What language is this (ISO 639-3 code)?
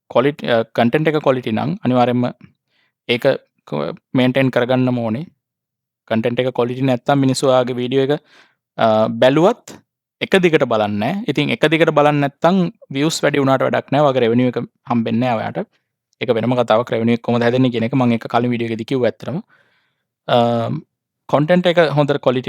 sin